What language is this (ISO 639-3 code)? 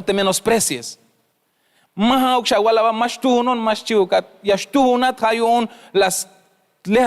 tzh